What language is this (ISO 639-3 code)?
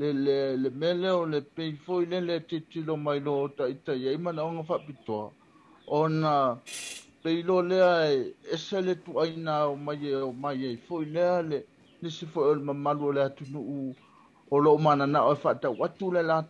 smo